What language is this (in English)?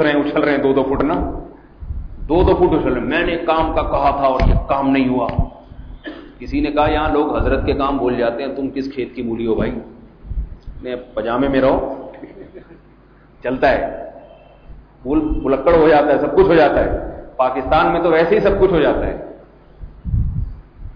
Urdu